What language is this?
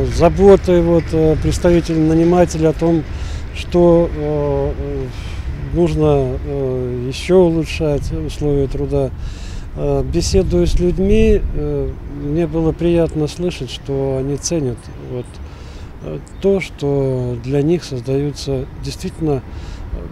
Russian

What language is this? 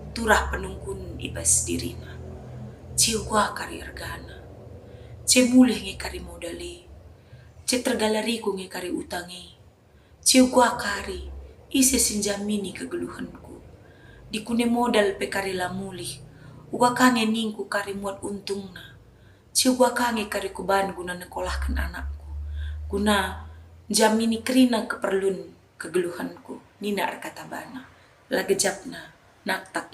Batak Karo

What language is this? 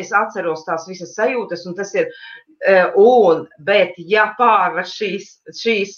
Latvian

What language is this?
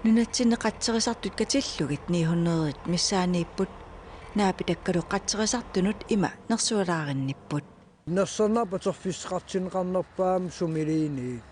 Kalaallisut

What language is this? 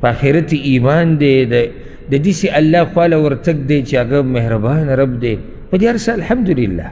Pashto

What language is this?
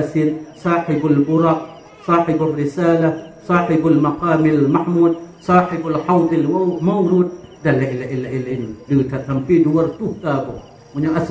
Achinese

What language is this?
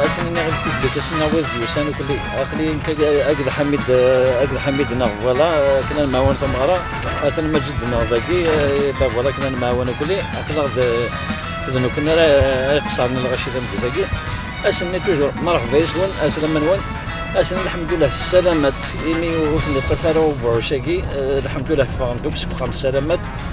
Kabyle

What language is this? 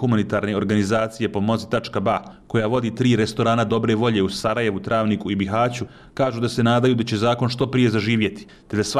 Bosnian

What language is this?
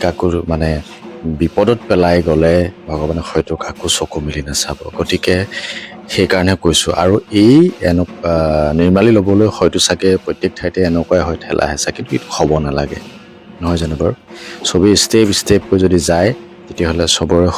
Assamese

